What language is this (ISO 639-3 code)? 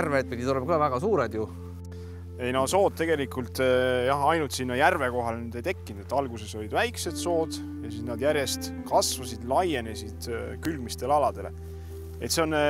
est